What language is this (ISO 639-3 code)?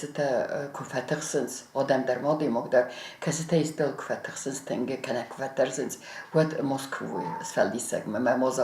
oss